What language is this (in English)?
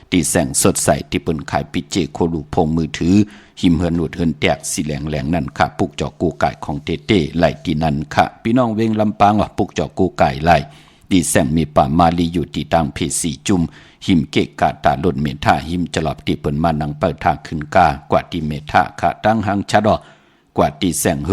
Shan